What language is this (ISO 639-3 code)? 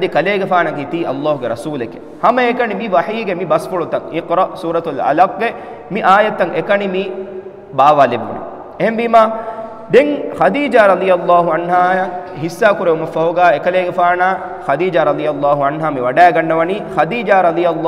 div